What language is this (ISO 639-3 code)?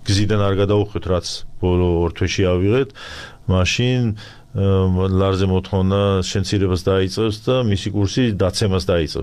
kat